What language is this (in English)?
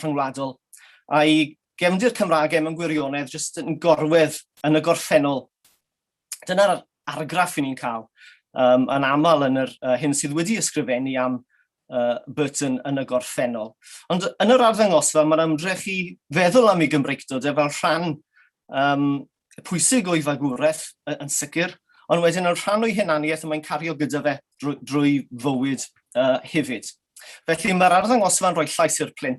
Welsh